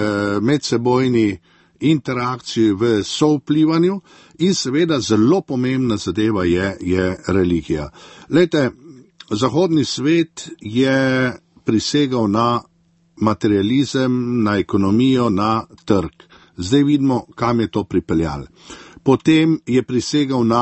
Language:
Slovenian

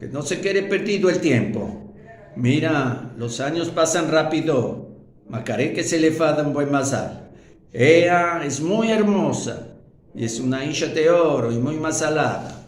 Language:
Ladino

